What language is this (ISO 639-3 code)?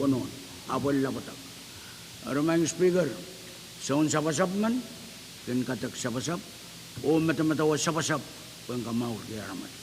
pon